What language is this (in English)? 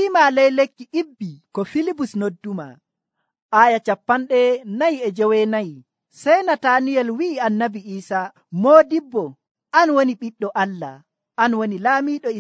Nigerian Fulfulde